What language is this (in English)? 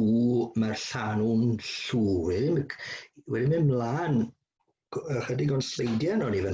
Welsh